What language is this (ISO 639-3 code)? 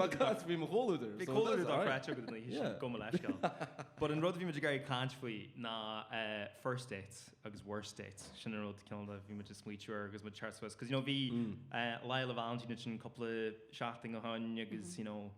gle